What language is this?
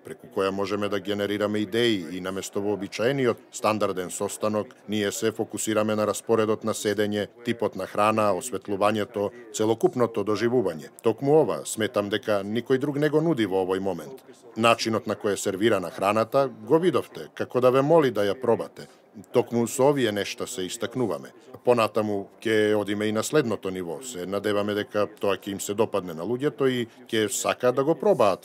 Macedonian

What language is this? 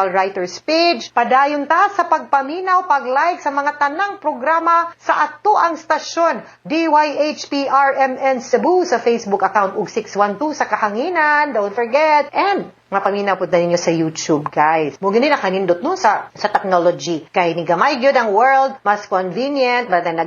Cebuano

